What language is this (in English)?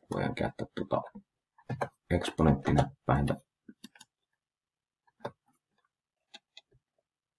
Finnish